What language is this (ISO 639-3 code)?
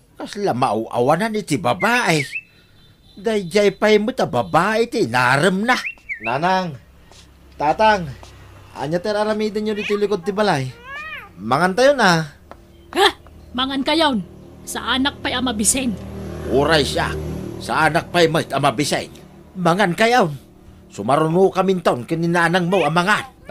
ilo